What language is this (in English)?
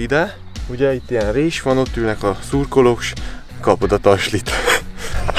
Hungarian